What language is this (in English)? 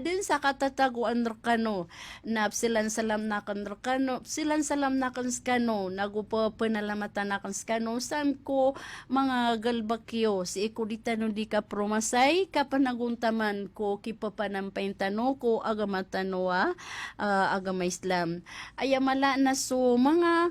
Maranao